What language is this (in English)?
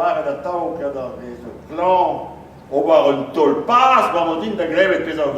Breton